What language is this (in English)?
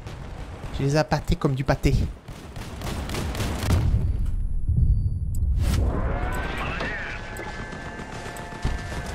French